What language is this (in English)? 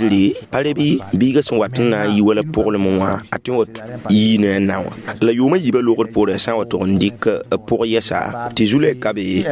Mossi